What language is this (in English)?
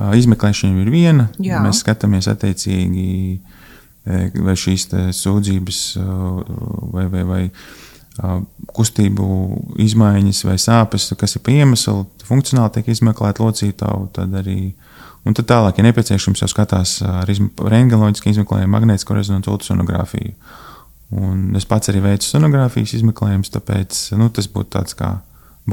Latvian